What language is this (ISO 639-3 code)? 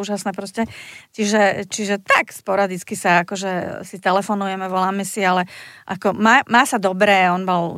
slk